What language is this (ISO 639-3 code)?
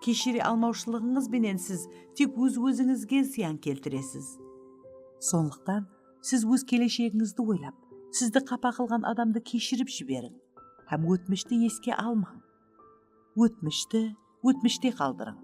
kaa